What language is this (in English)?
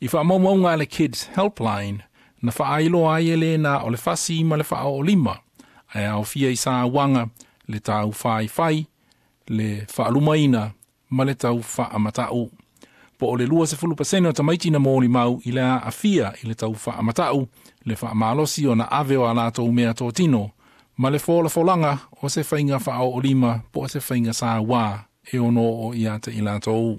Samoan